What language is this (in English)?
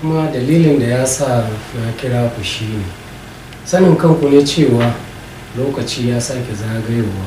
Hausa